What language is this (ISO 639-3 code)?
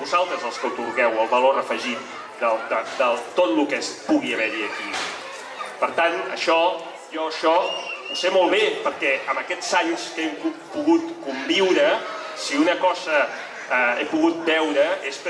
cat